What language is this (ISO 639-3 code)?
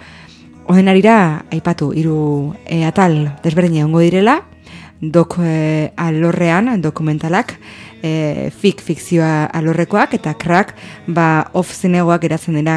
eus